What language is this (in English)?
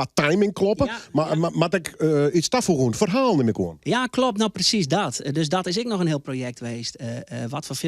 Western Frisian